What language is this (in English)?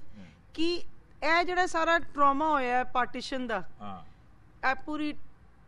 Punjabi